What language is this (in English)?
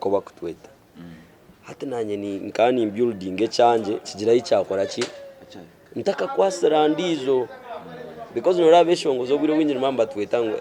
Nyankole